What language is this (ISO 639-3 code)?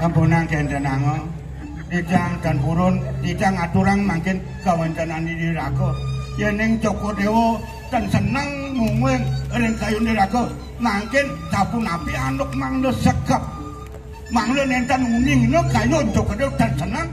ban